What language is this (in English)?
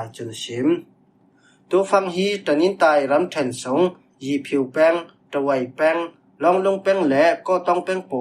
Falam Chin